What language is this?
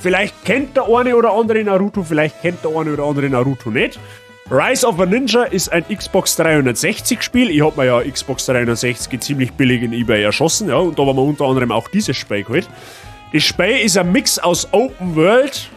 Bavarian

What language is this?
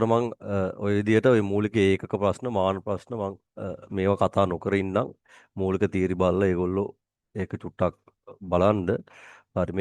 Sinhala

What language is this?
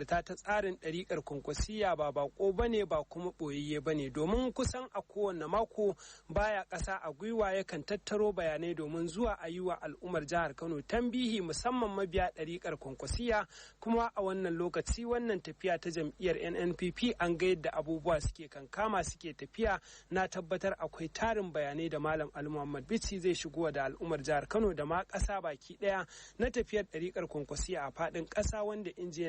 Hausa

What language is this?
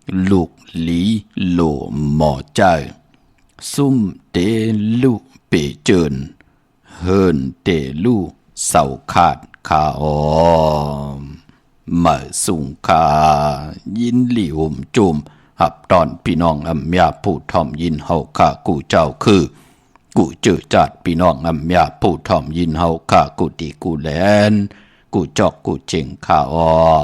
Shan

